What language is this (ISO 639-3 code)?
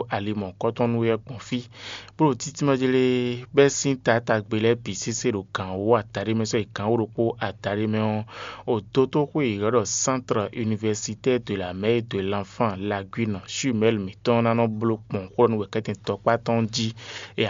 fon